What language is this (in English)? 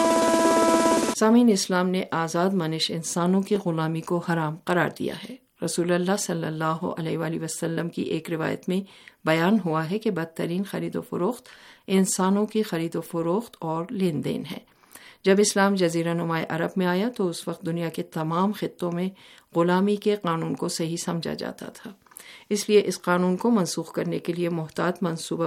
Urdu